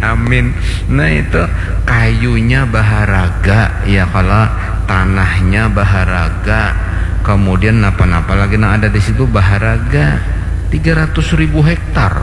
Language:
Banjar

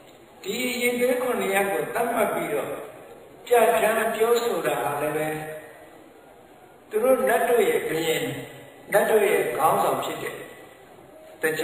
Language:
Burmese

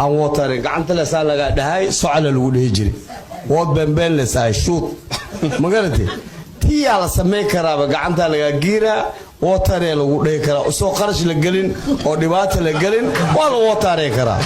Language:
Somali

